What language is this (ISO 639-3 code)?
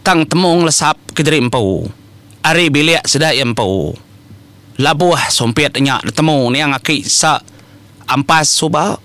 iba